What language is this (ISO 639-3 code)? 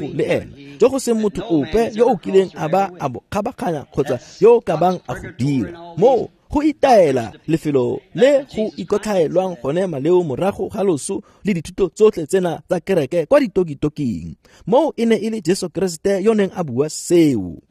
tsn